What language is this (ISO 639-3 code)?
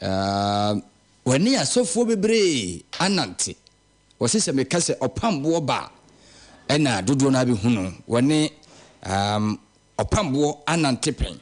aka